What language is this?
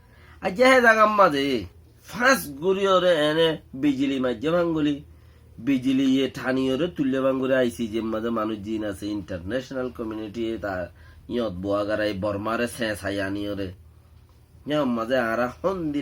Rohingya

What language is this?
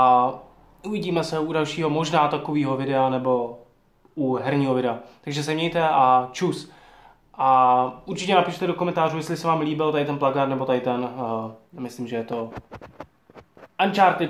Czech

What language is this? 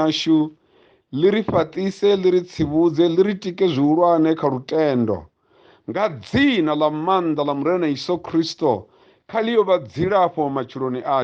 Venda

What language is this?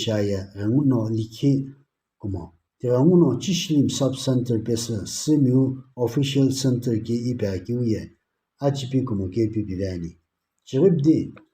Sumi Naga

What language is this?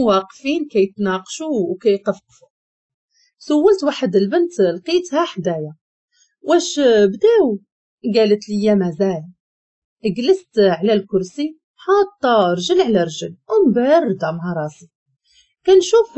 Moroccan Arabic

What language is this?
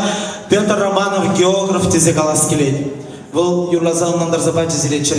Chuvash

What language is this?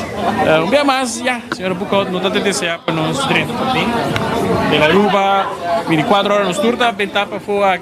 Papiamento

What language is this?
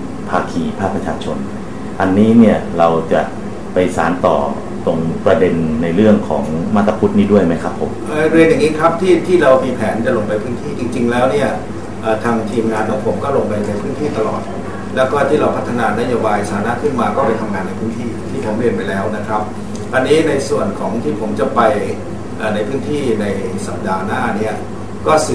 Thai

